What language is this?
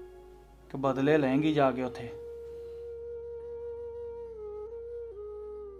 Punjabi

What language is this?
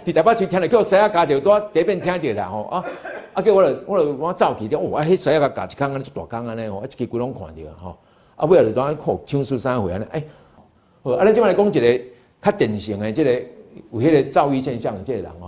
Min Nan Chinese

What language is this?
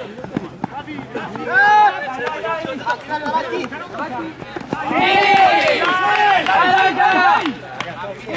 Italian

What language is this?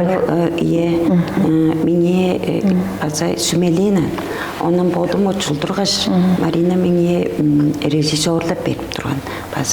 Tuvinian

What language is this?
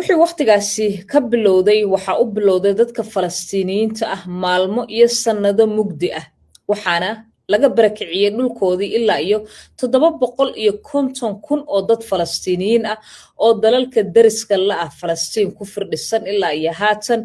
Somali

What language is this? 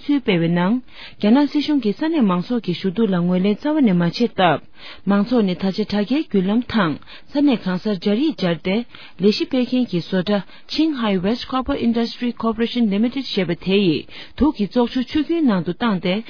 Tibetan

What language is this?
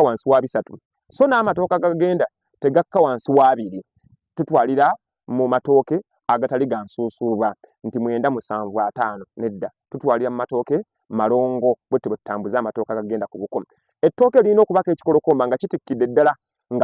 Ganda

